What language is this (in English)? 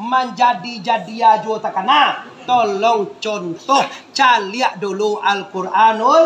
Minangkabau